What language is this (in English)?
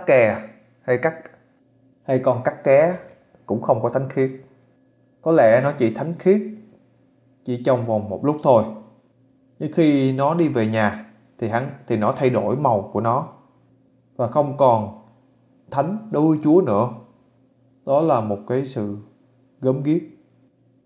Vietnamese